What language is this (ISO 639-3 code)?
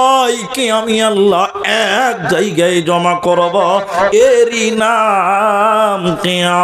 ben